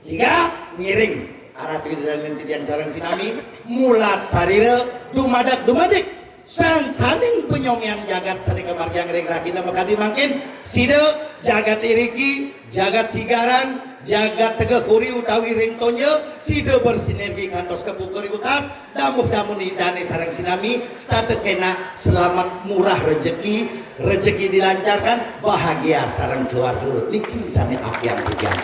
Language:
Balinese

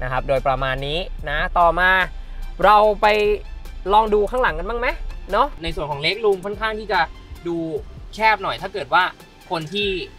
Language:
Thai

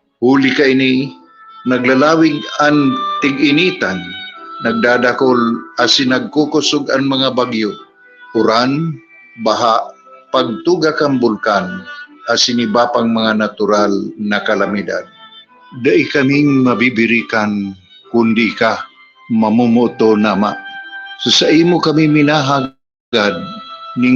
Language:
Bikol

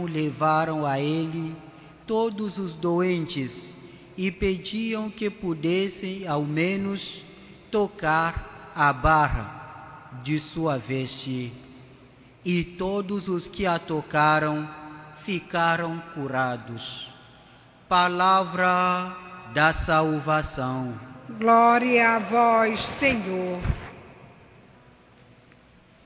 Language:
Portuguese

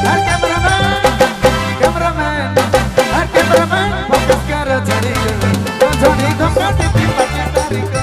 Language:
Sadri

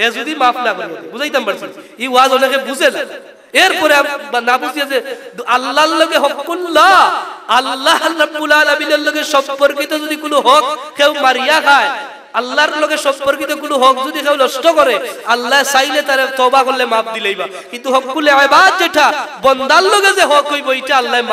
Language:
Sylheti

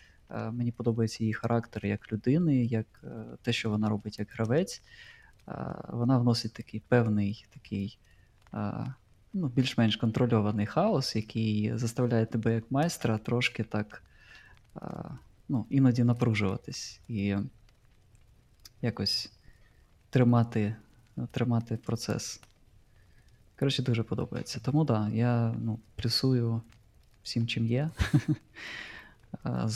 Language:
Ukrainian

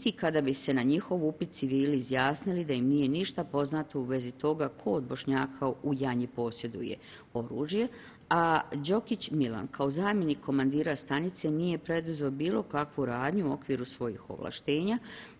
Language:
Bosnian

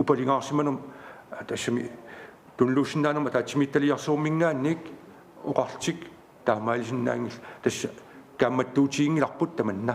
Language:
Kalaallisut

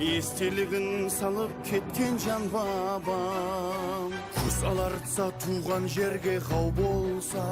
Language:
Kara-Kalpak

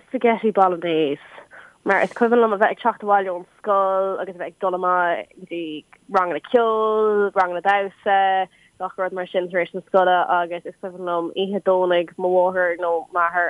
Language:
Irish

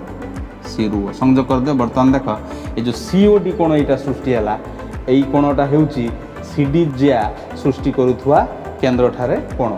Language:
Odia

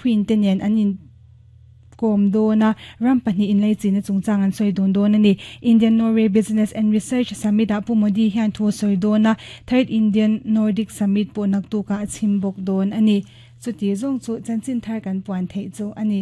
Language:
Mizo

